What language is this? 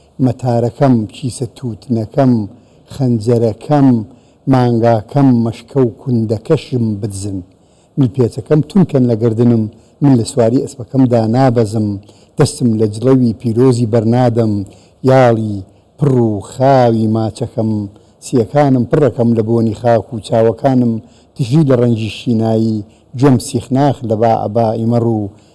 Central Kurdish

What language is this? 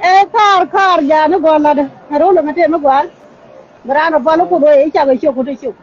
Nuer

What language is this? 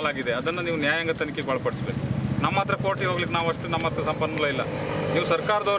Kannada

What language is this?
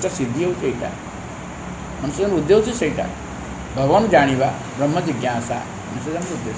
Odia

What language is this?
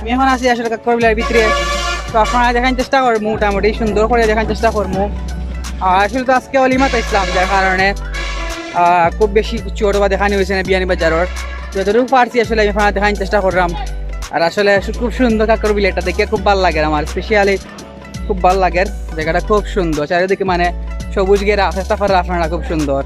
Sylheti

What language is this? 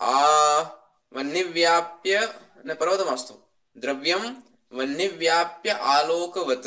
Sanskrit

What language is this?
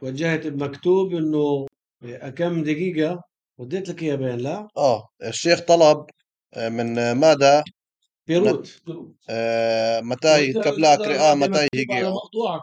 North Levantine Arabic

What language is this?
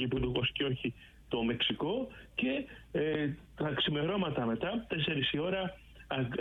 Greek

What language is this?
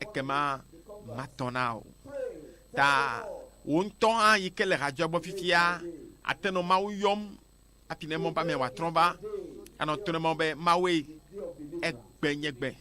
Ewe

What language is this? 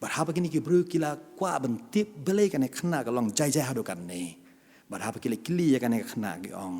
Khasi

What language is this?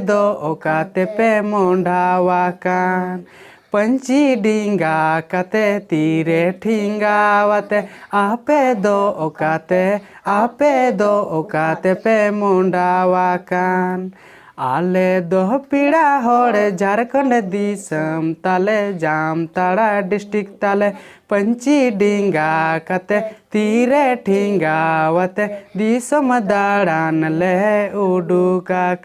Santali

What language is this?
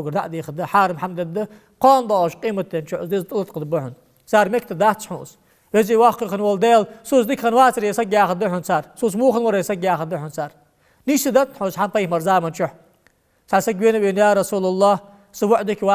Ingush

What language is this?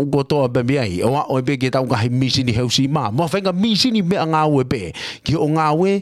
Tongan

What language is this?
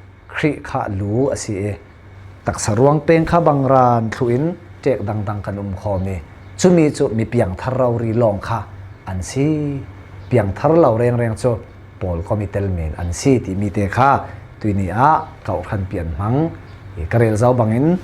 Falam Chin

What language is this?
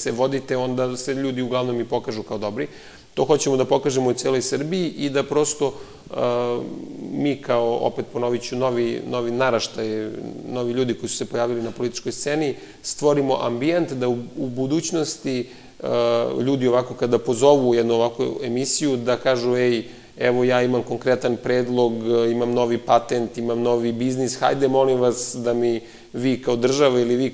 Serbian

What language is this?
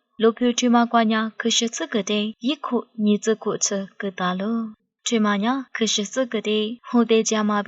Lisu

